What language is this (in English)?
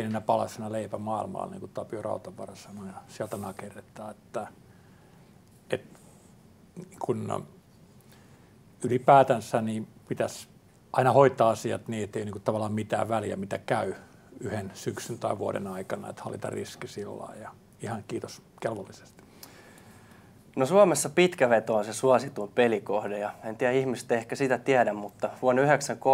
Finnish